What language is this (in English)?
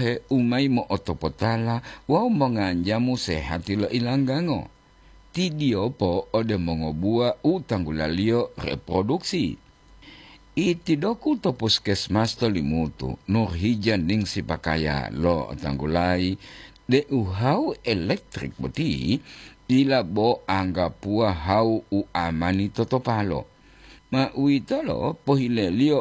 Gorontalo